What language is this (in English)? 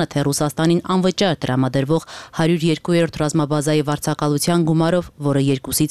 Armenian